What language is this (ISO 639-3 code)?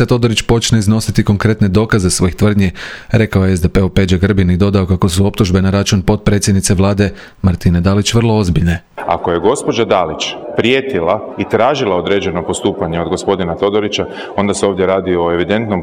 hrv